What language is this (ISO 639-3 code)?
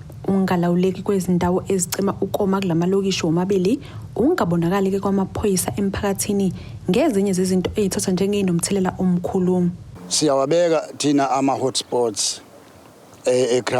zul